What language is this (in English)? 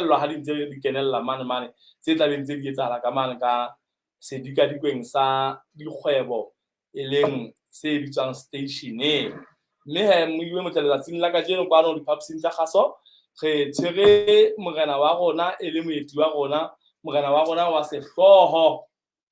Southern Sotho